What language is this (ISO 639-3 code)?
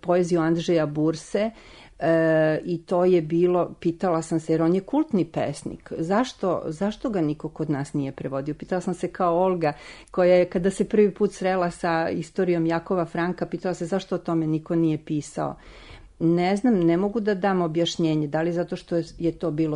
srp